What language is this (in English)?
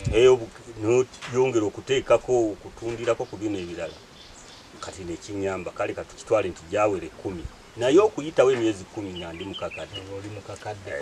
Ganda